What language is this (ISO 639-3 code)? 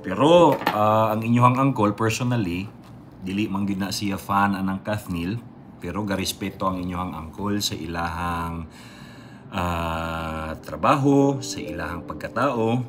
ceb